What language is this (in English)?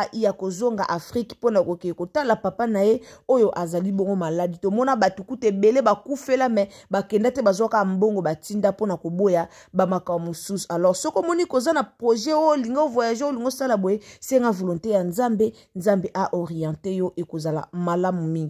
Lingala